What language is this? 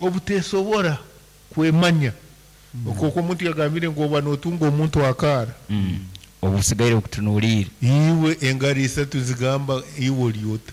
Nyankole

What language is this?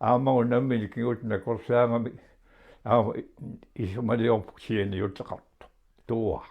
Kalaallisut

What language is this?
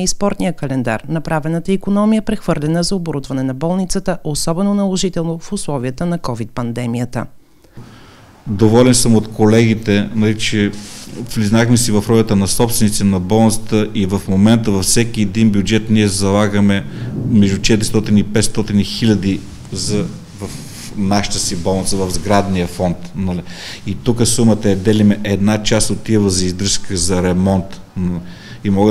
Bulgarian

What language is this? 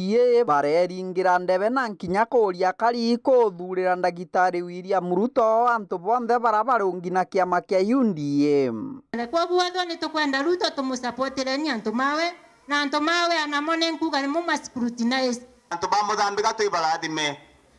Meru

